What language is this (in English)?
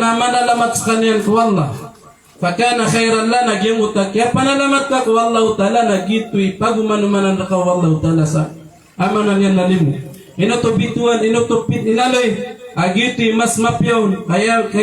Maranao